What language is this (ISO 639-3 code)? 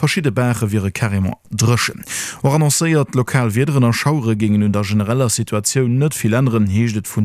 ltz